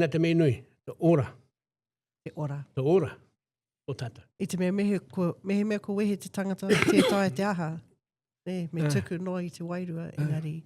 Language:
Māori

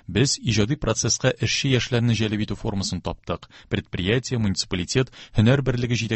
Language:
Tatar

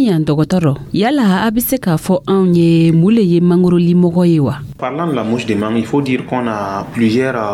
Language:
Dyula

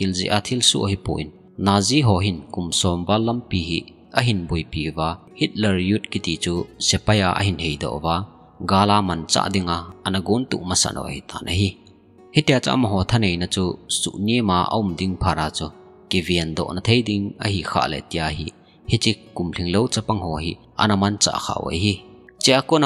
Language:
Thado Chin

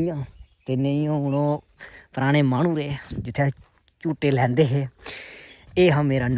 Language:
Dogri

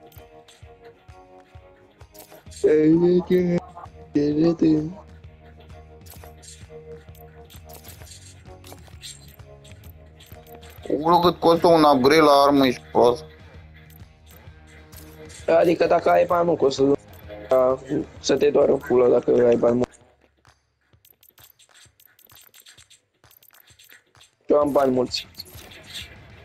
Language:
Romanian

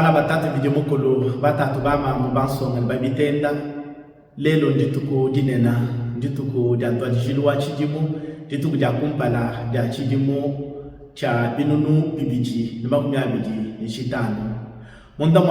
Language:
Luba-Lulua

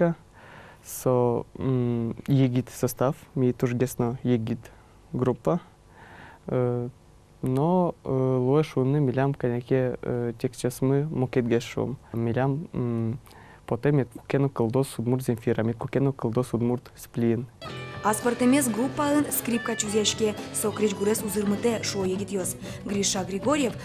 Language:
Udmurt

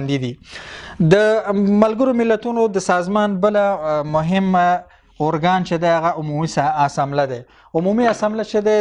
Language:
Pashto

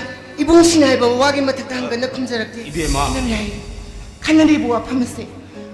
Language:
Manipuri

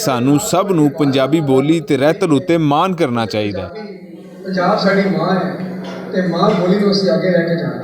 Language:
Western Panjabi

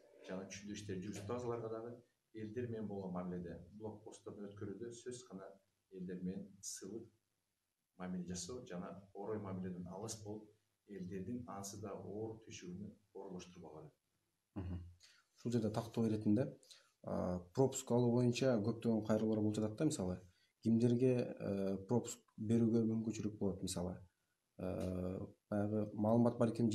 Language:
Kyrgyz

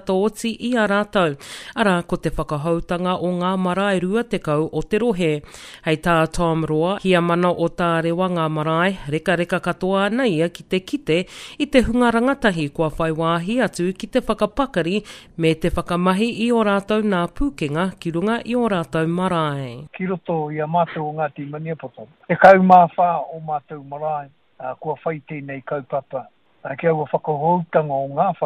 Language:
Māori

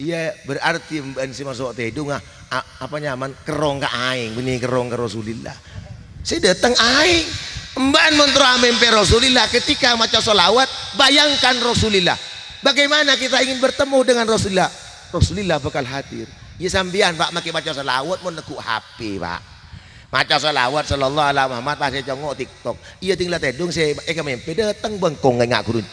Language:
Madurese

